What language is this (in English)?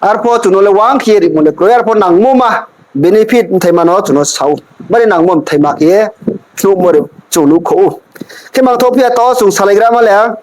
Riang (India)